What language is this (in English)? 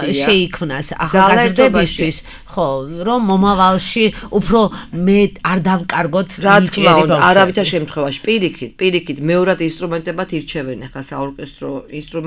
Georgian